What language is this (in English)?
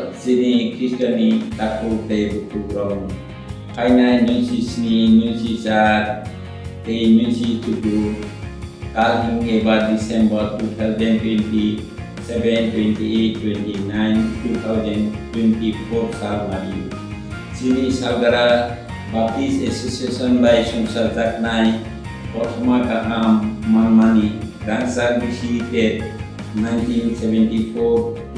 Kok Borok